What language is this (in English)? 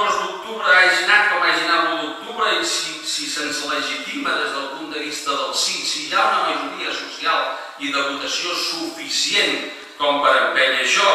Catalan